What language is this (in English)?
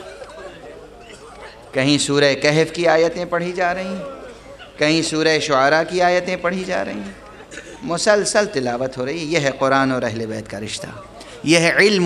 Urdu